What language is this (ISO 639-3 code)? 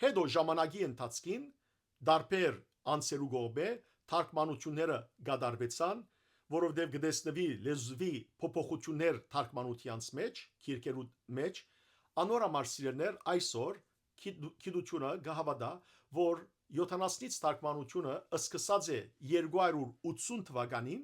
hyw